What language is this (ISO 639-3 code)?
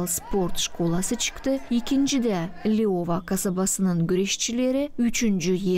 gag